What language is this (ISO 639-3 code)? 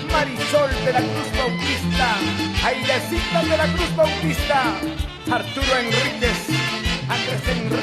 quy